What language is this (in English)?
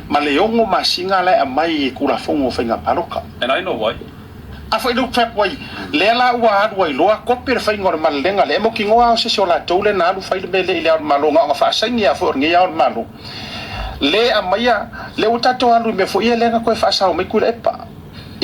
Samoan